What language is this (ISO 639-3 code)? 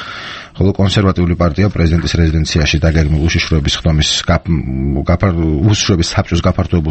kat